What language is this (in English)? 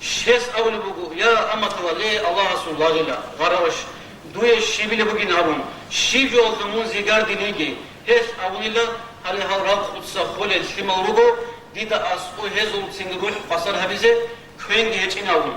Avaric